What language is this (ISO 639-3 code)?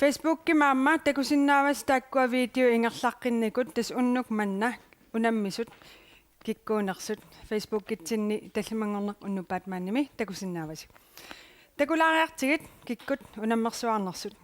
kal